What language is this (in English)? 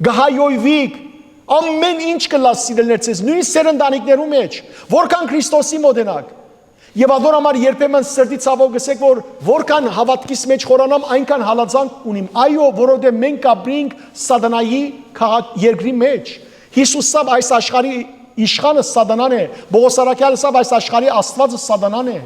Western Armenian